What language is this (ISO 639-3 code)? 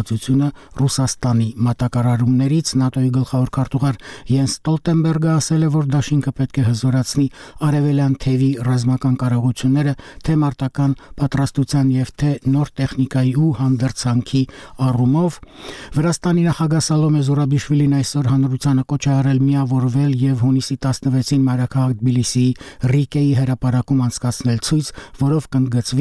hye